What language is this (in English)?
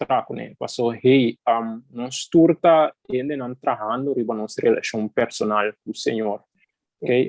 Papiamento